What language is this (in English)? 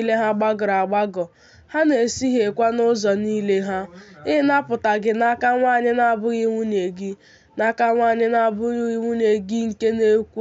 Igbo